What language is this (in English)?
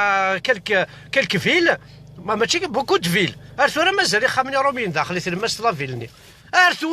Kabyle